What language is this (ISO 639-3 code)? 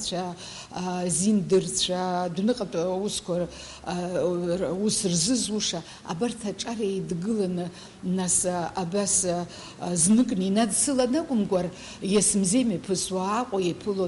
abk